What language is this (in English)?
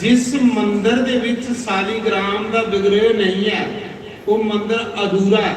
Dogri